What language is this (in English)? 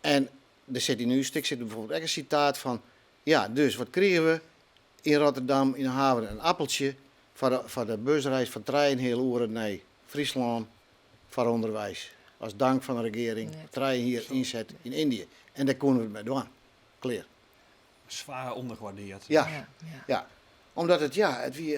Western Frisian